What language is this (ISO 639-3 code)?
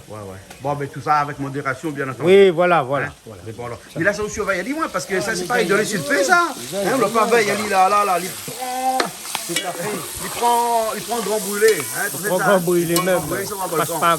rcf